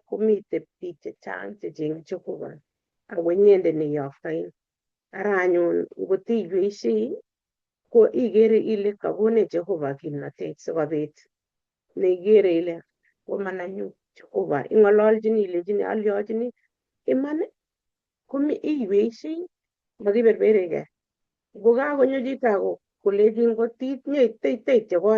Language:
Kalenjin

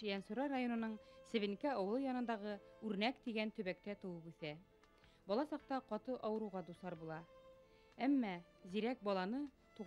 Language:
Bashkir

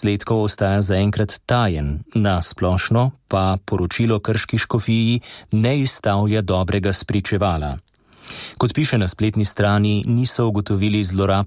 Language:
Slovenian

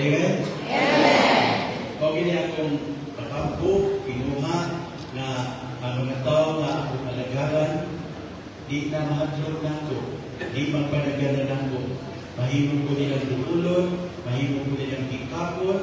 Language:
Cebuano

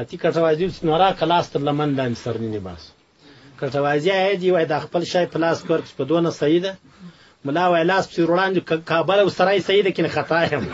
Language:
Pashto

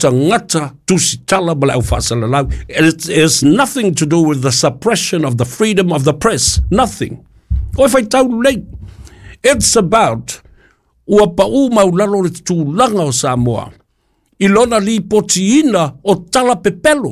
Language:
Samoan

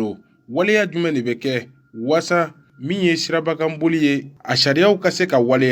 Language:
Bambara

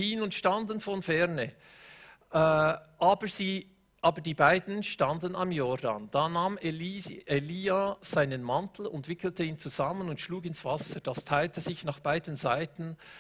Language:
Swiss German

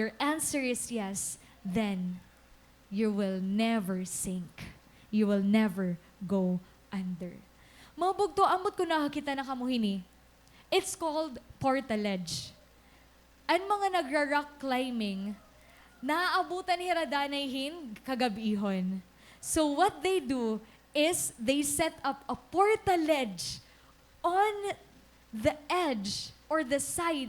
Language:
Waray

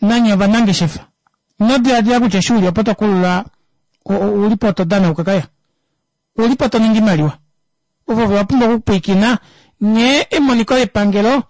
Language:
Kuanyama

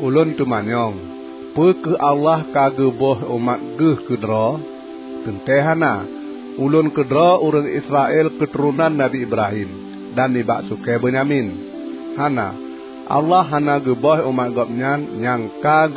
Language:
Achinese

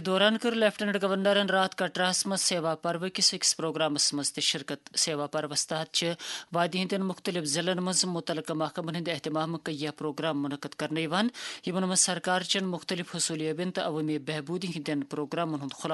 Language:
Kashmiri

